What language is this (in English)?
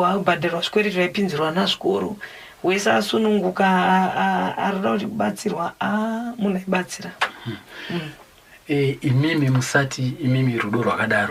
Shona